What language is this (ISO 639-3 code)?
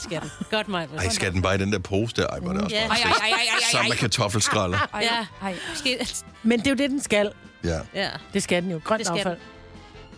dan